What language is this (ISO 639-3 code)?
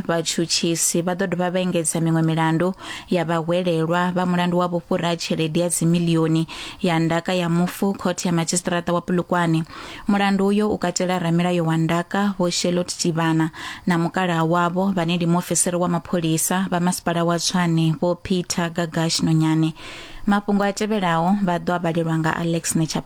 ven